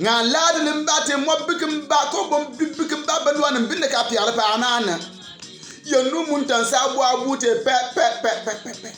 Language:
Bimoba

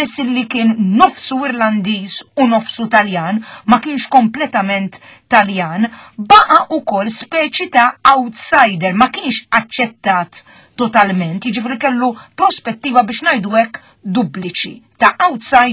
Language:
Maltese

